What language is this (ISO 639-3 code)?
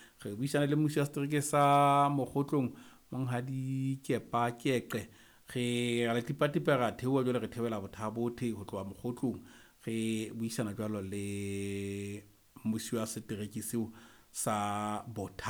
sot